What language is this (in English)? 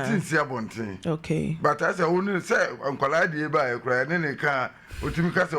Akan